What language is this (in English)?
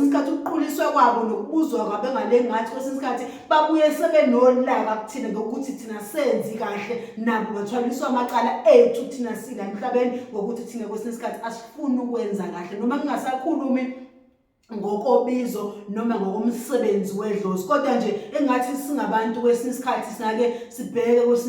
Zulu